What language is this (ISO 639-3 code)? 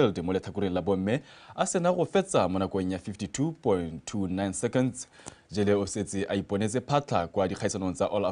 tsn